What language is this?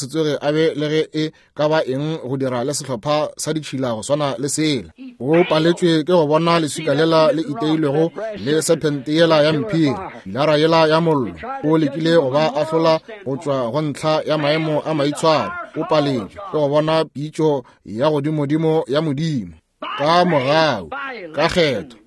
Northern Sotho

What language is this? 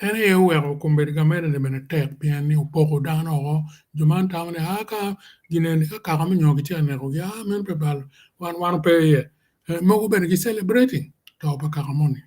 Acoli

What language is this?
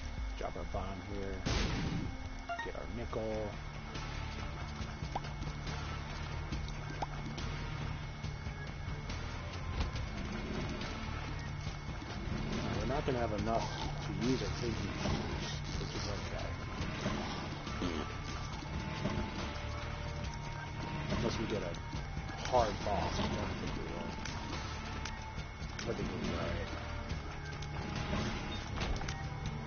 English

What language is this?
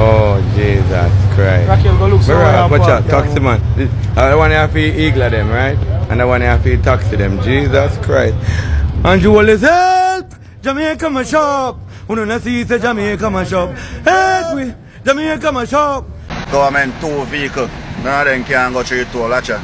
Jamaican Creole English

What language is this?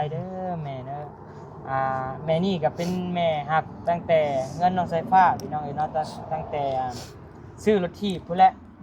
Northeastern Thai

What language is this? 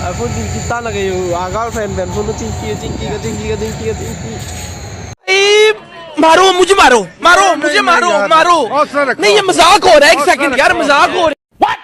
Karbi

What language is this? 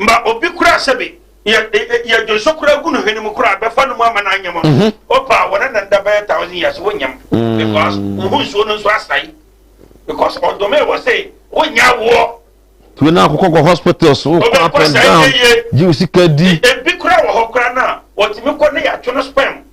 Akan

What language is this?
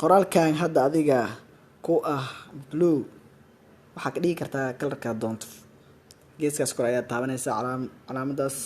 Somali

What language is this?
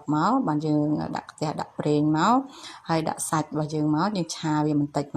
Khmer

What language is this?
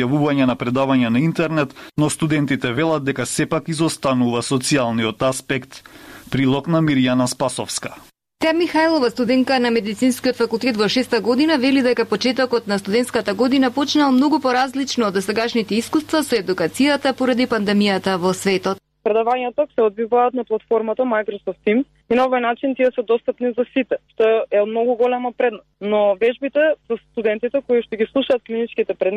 Macedonian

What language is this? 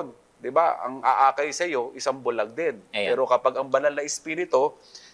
Filipino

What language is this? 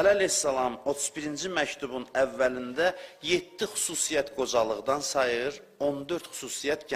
Azerbaijani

